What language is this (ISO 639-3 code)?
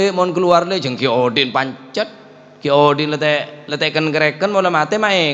mad